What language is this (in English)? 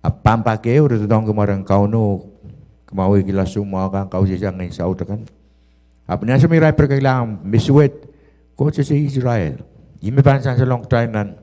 Pohnpeian